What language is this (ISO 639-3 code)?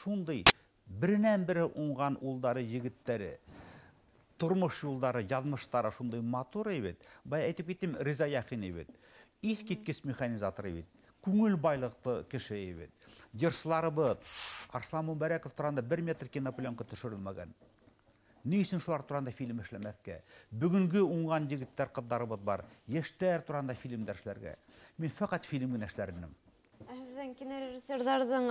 bak